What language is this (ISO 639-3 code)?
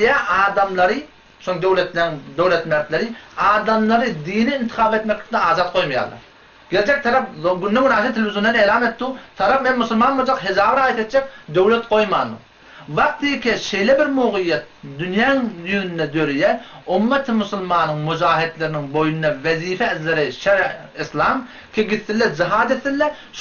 tuk